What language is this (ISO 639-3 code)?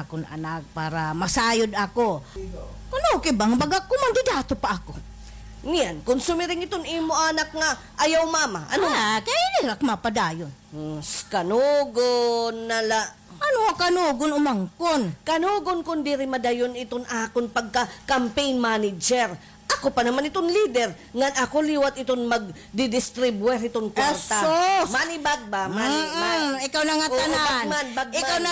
war